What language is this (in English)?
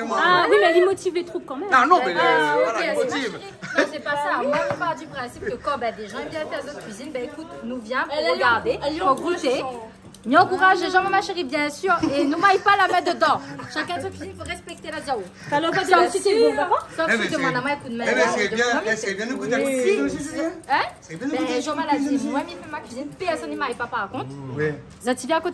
Réunion Creole French